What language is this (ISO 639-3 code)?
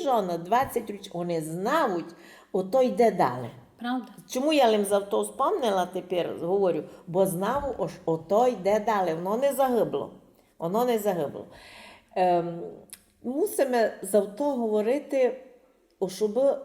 rue